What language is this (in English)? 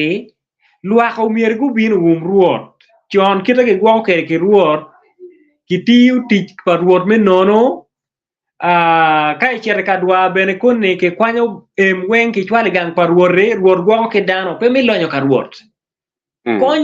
Acoli